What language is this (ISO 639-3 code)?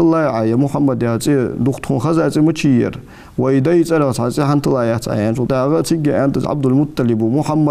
inh